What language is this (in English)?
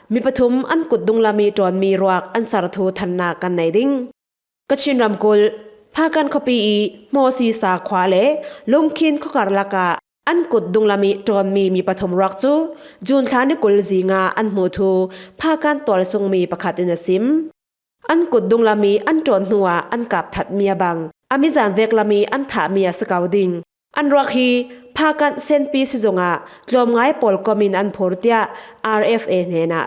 Falam Chin